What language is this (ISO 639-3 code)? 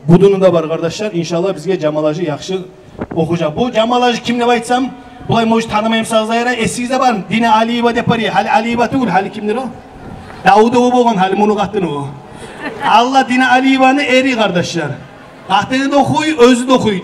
kum